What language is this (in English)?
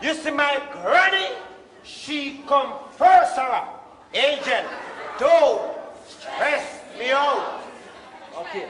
Jamaican Creole English